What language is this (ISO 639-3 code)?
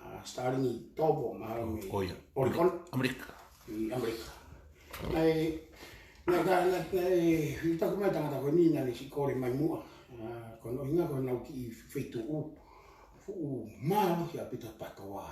ton